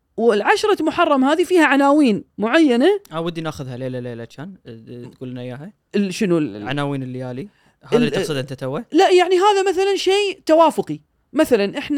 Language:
Gulf Arabic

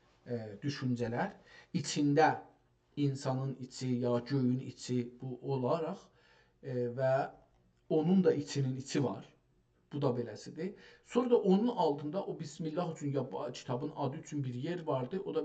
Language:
South Azerbaijani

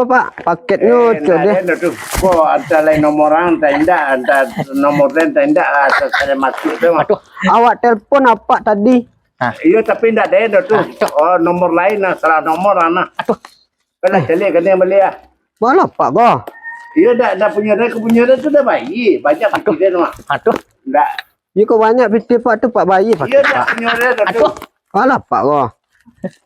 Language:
Minangkabau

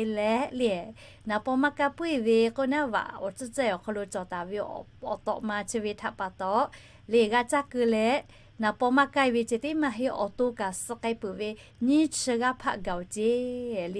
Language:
Lahu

